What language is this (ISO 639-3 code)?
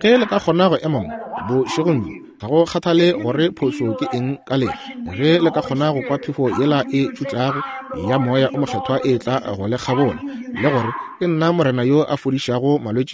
nso